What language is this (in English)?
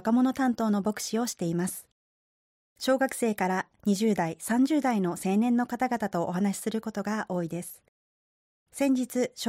Japanese